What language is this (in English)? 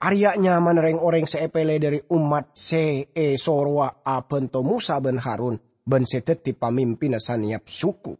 Madurese